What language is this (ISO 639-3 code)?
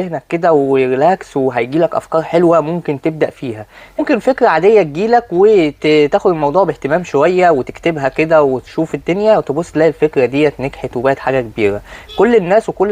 arz